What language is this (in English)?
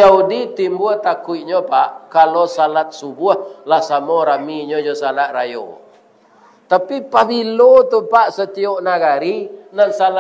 Minangkabau